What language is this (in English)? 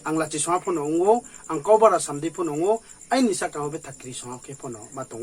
Riang (India)